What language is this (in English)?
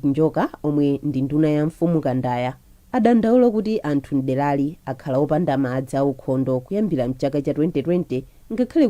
Nyanja